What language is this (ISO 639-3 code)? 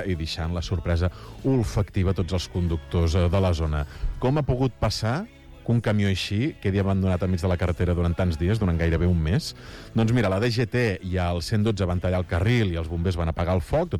cat